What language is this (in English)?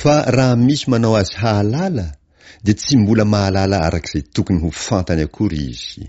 Malagasy